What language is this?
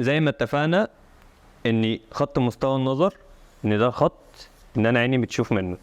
Egyptian Arabic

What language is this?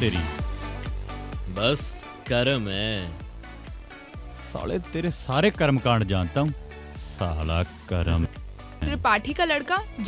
Hindi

